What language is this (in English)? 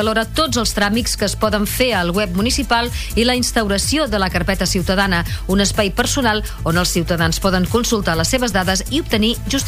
Catalan